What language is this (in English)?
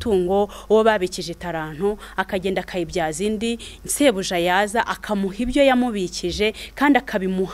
Kinyarwanda